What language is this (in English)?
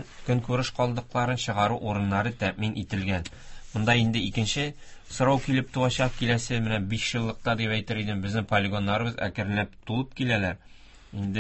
Tatar